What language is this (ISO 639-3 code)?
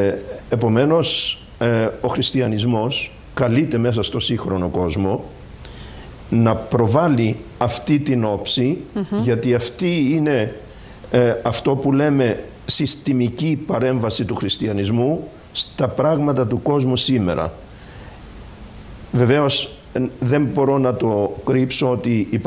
ell